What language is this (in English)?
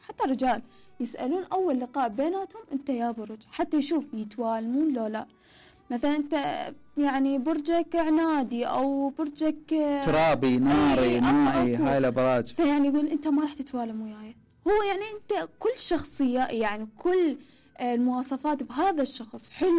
Mesopotamian Arabic